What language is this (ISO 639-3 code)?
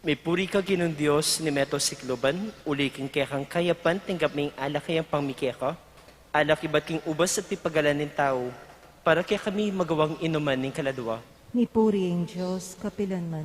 pam